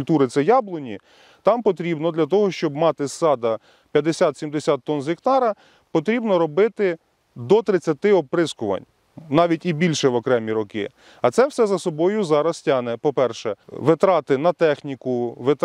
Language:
Ukrainian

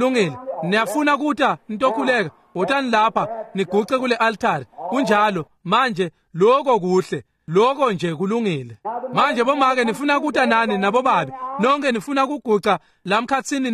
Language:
Swati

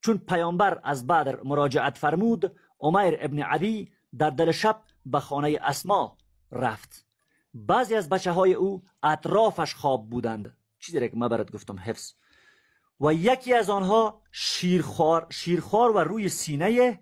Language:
Persian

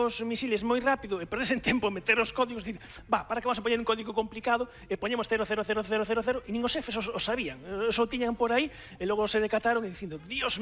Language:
Galician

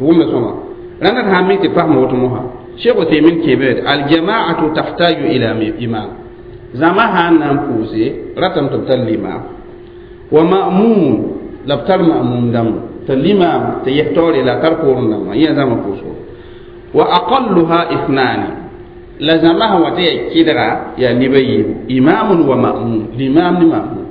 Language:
Mossi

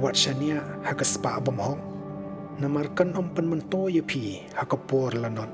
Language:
Khasi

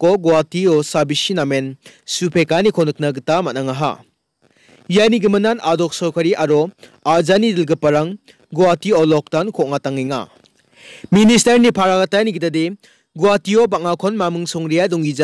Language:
Garo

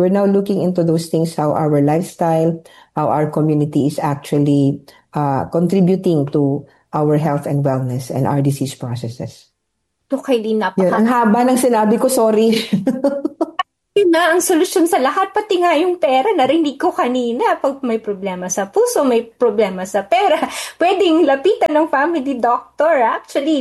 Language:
Filipino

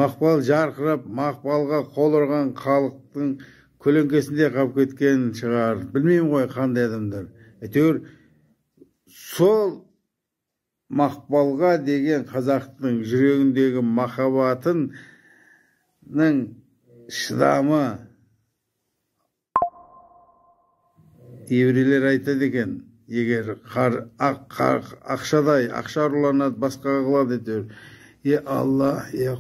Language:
Kazakh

